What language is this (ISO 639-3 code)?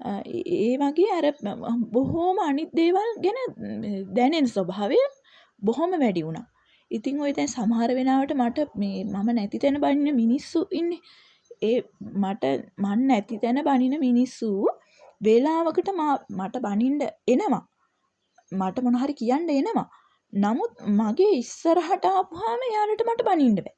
sin